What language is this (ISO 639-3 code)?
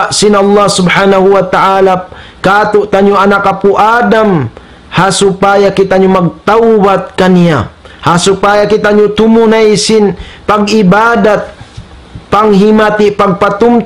tsg